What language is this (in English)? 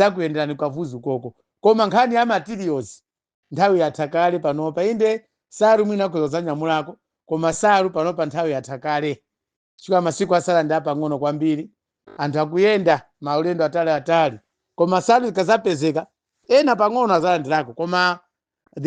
Nyanja